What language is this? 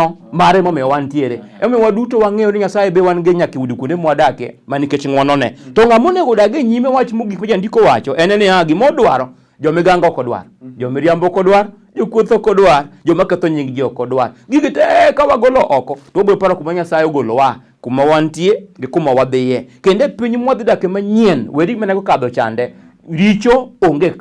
Luo (Kenya and Tanzania)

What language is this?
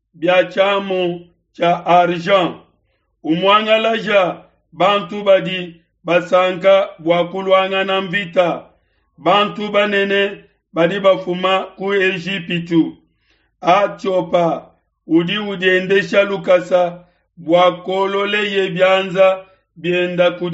Luba-Lulua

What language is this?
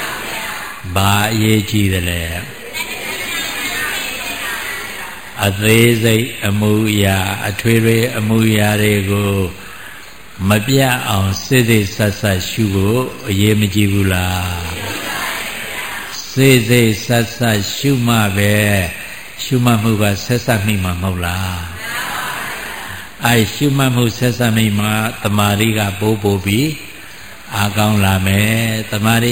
Burmese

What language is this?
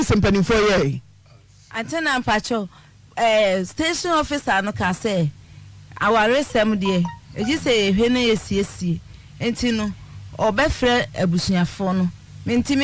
Akan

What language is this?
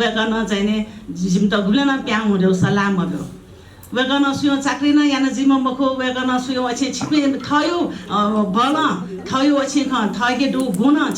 Newari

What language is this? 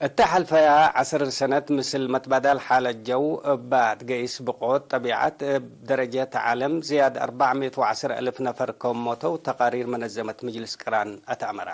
Tigre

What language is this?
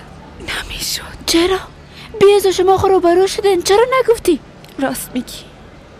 Persian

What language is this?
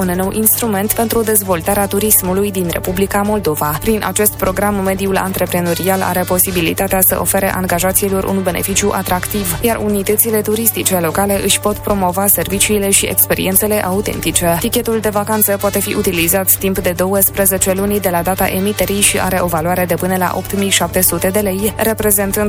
Romanian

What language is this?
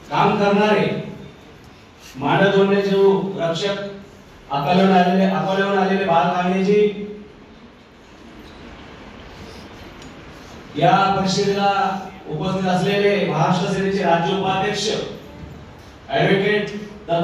Marathi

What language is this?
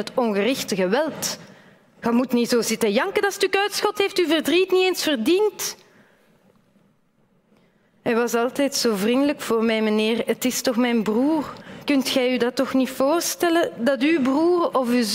Dutch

